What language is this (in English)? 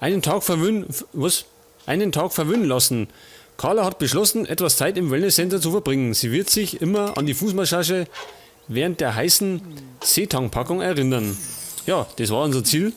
Bavarian